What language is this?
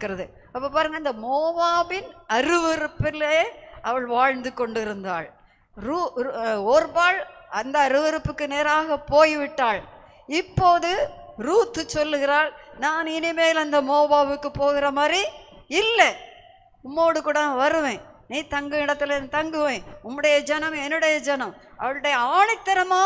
Tamil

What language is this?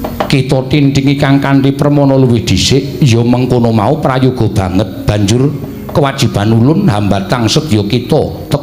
Javanese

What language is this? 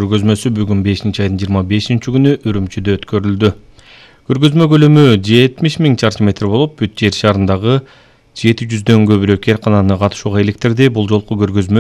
Kyrgyz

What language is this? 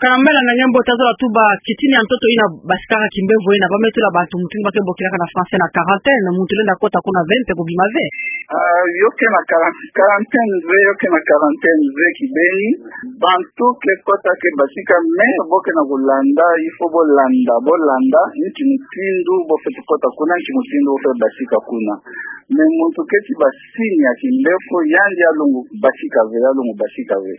Kituba (Democratic Republic of Congo)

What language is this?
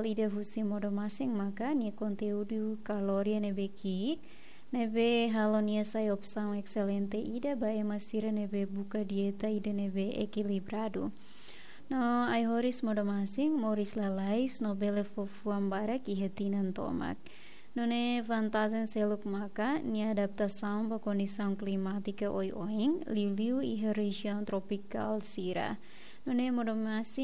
Tetum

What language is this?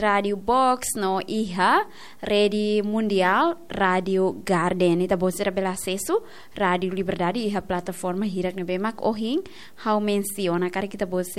Tetum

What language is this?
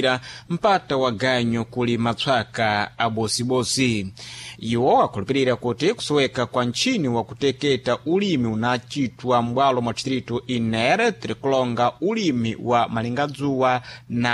Sena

